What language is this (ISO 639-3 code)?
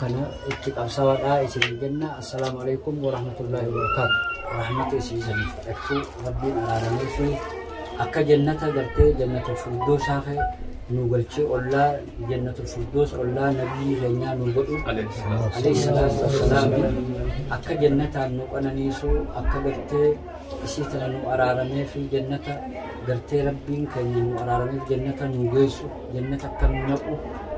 orm